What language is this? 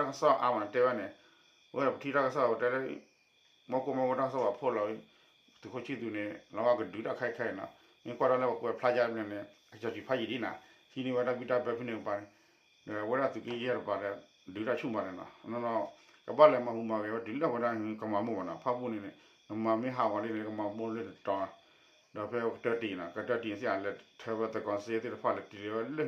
S'gaw Karen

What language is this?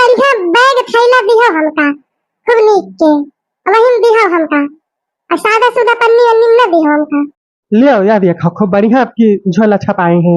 Awadhi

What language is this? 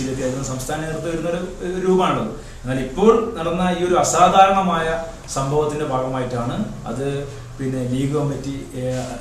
Malayalam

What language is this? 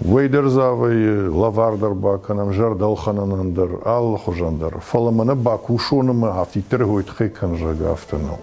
Ossetic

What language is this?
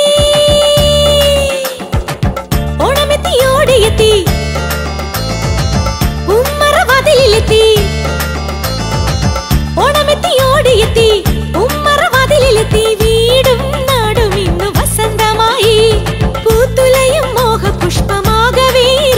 Malayalam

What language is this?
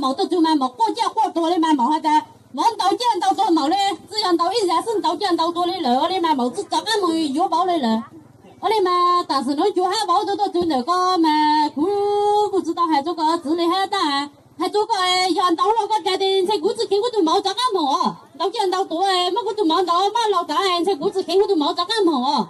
Hmong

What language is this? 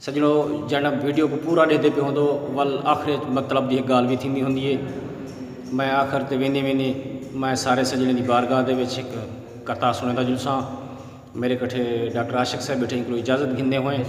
Saraiki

